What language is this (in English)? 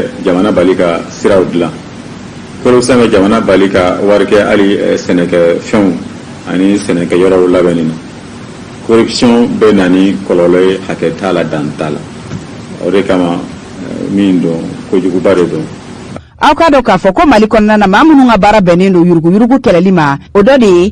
Bambara